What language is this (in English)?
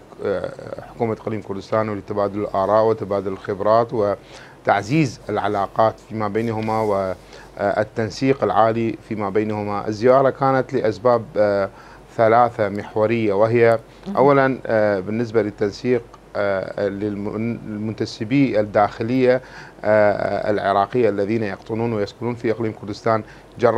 Mesopotamian Arabic